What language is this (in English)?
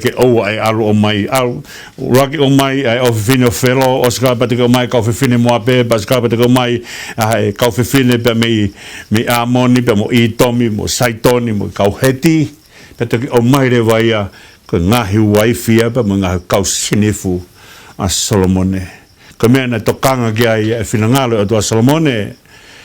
Tongan